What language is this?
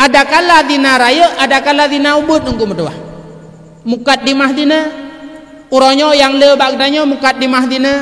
Achinese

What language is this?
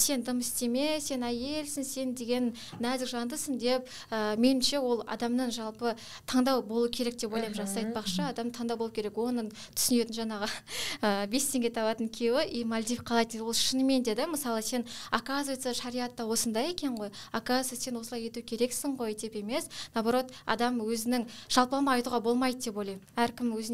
Kazakh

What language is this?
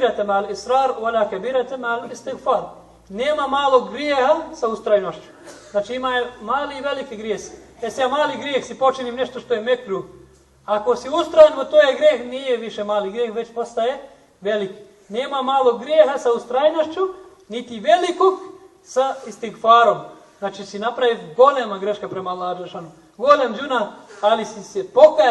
Bosnian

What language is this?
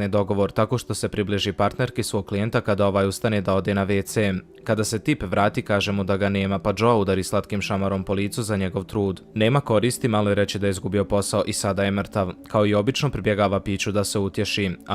Bosnian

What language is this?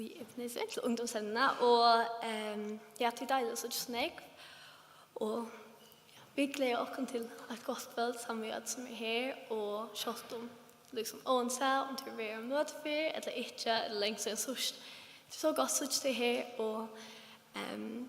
Faroese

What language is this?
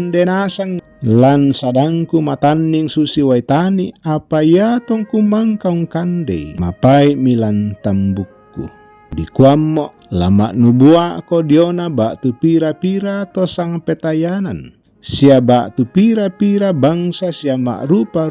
Toraja-Sa'dan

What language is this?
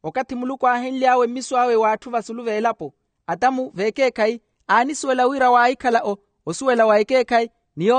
Makhuwa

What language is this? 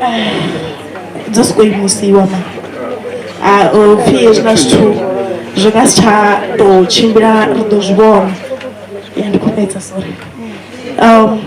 Venda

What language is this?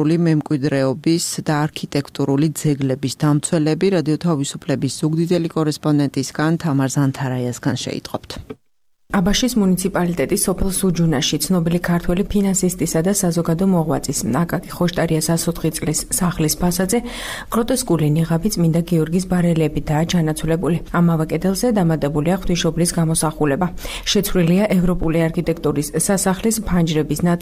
Georgian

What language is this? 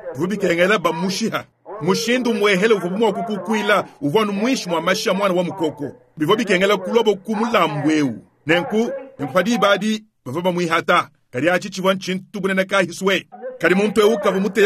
Luba-Lulua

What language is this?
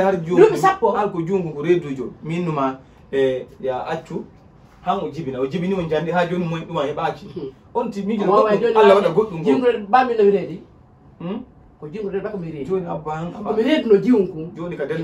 Fula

